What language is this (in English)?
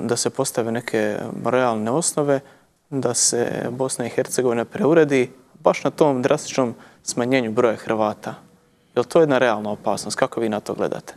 Bosnian